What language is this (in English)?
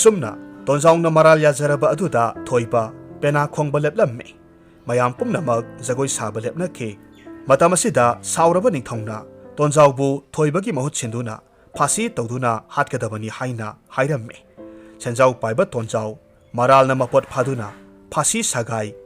Manipuri